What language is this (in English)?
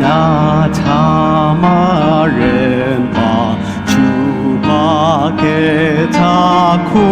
Ao Naga